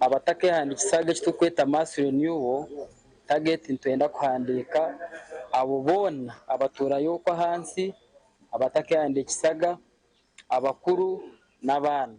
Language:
Nyankole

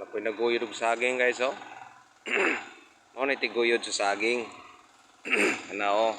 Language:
Cebuano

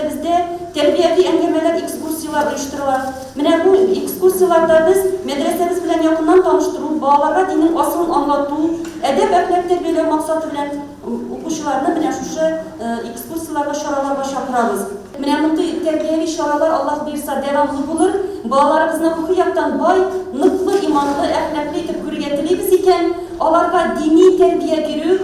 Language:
Tatar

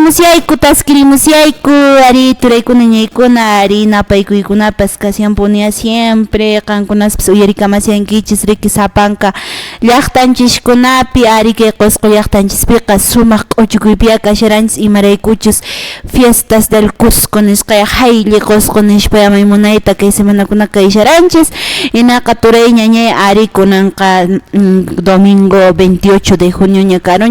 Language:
Quechua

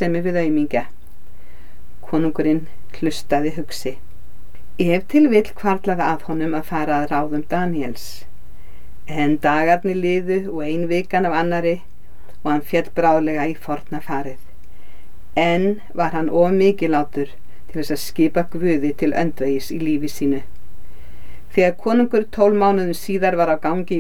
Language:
Icelandic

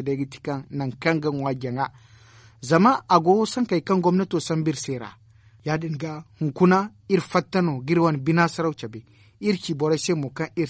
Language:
Zarma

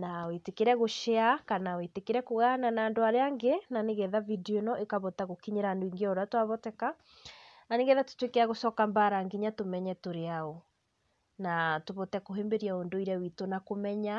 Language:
Kikuyu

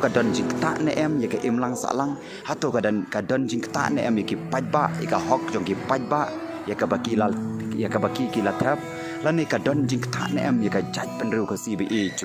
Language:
Khasi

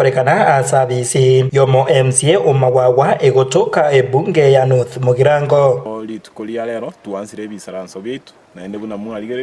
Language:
Gusii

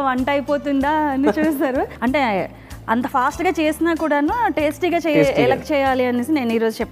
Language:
Telugu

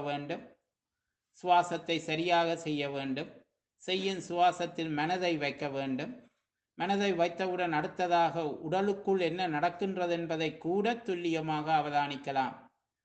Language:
Tamil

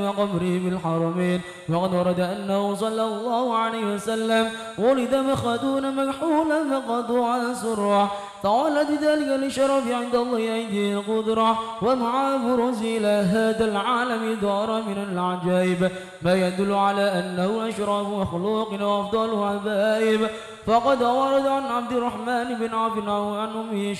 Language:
Arabic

